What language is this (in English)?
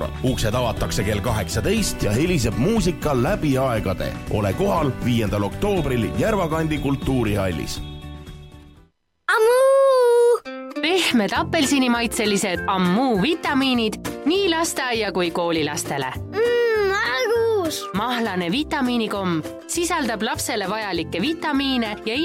Estonian